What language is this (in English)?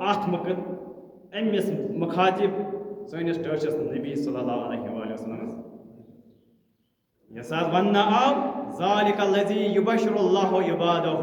Kashmiri